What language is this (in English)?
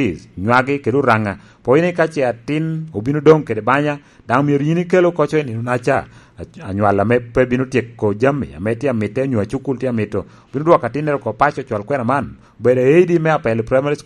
Lango (Uganda)